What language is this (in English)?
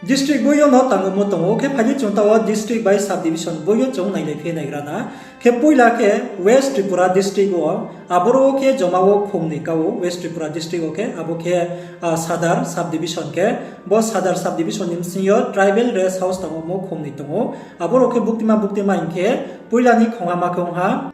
Riang (India)